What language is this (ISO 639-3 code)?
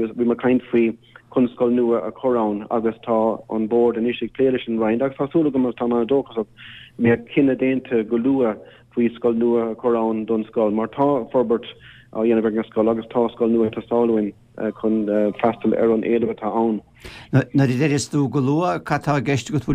gle